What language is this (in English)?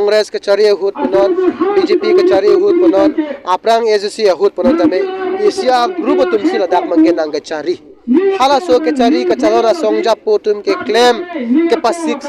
Karbi